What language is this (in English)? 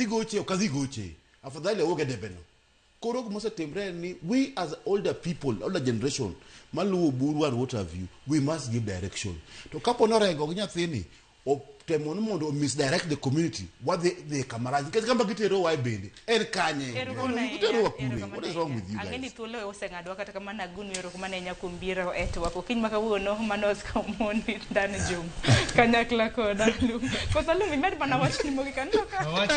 Luo (Kenya and Tanzania)